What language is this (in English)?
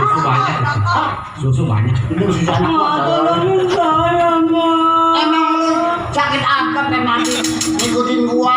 Betawi